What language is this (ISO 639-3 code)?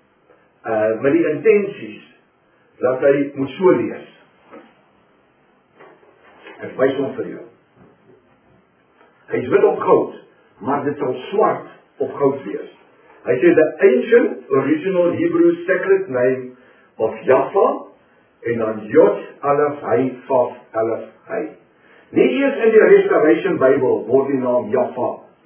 afr